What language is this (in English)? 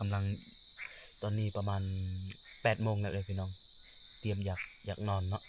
Lao